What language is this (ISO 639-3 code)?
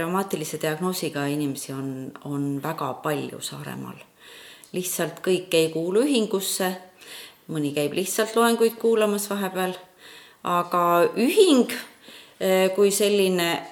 est